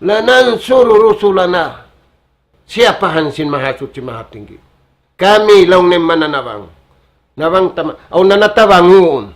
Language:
Tausug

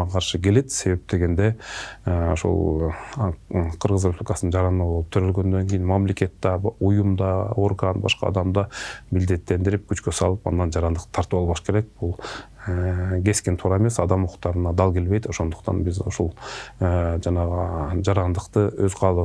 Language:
Kyrgyz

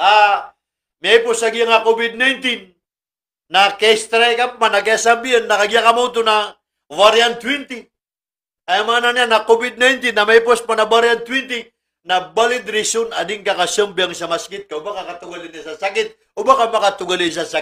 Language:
Maranao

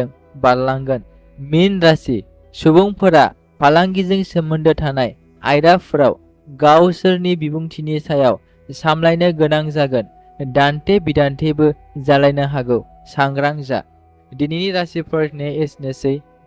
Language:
Bodo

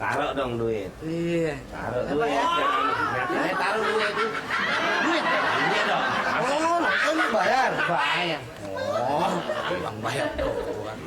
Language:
Betawi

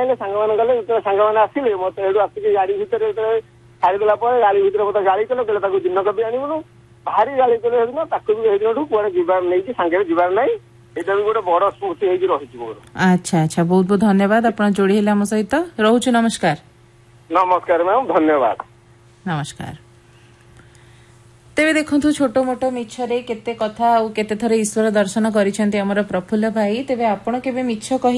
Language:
Odia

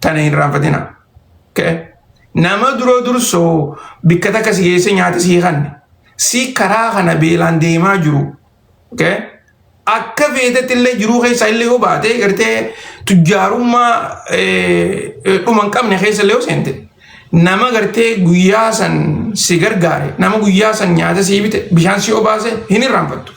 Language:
Oromo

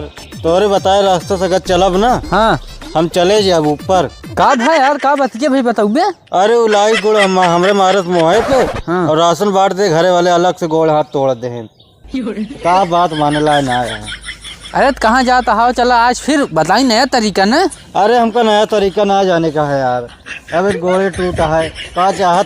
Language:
Awadhi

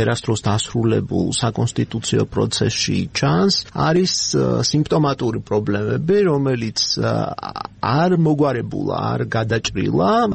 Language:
Georgian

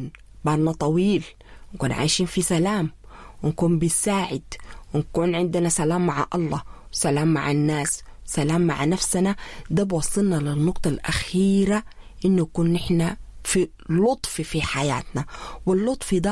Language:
Sudanese Arabic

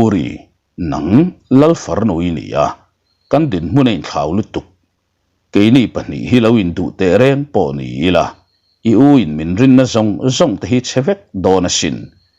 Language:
Mizo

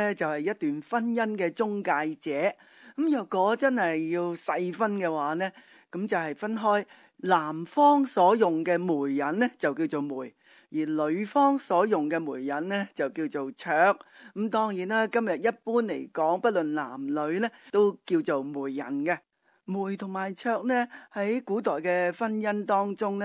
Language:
Cantonese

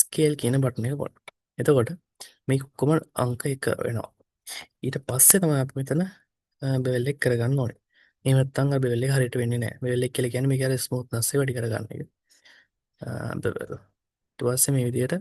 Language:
Sinhala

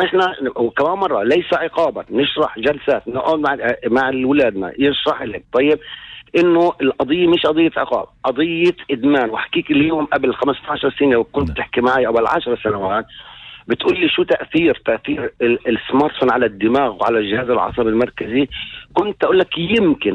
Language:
North Levantine Arabic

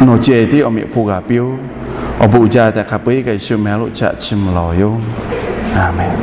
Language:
Lahu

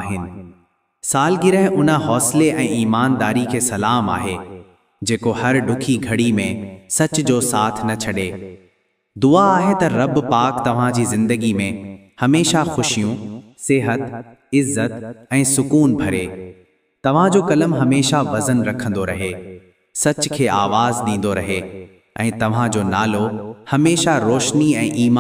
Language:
Sindhi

